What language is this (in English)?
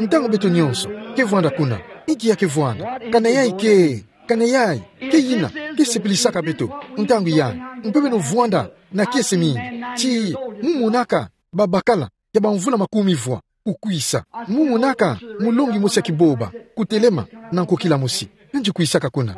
Kituba (Democratic Republic of Congo)